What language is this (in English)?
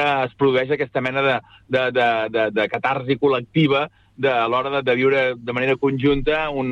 Catalan